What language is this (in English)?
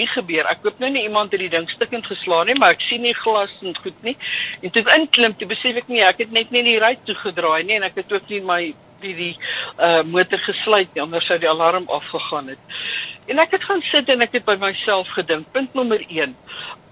Afrikaans